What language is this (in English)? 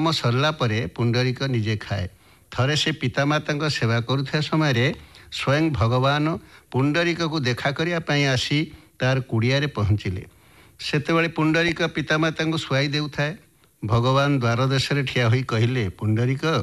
Odia